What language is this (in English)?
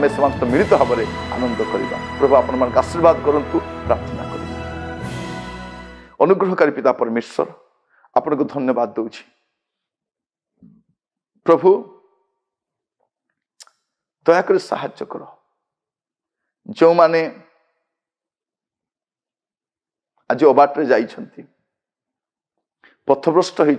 Odia